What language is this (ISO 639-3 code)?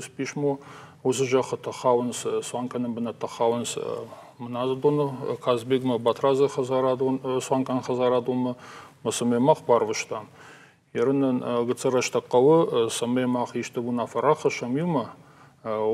oss